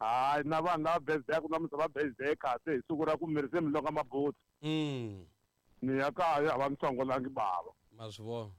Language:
Tsonga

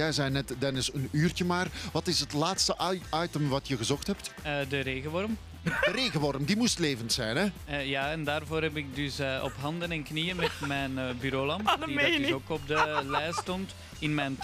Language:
Dutch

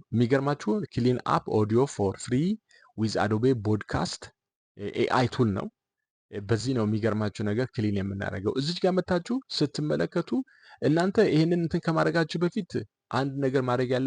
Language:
Amharic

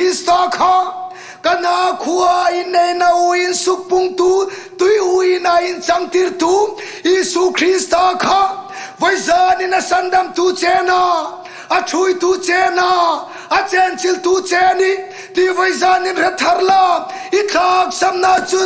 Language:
Hmar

